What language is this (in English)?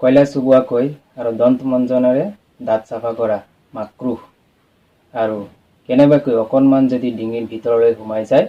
Assamese